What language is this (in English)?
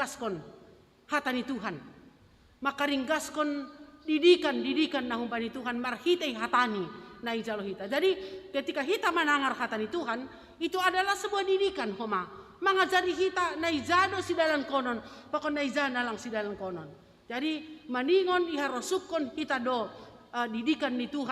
Batak Simalungun